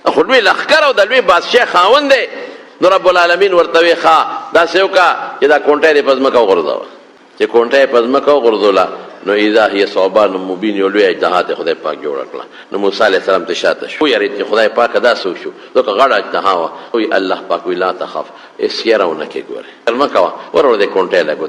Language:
Pashto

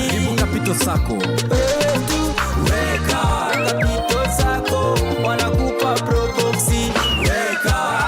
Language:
Meru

